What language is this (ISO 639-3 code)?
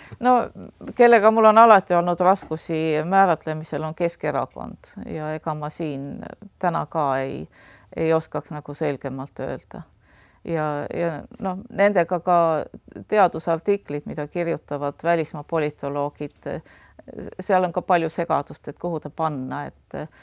est